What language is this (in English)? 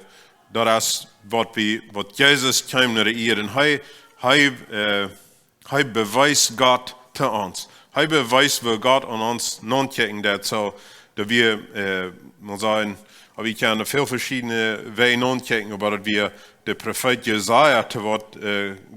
Plautdietsch